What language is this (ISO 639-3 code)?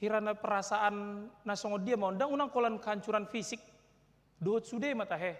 bbc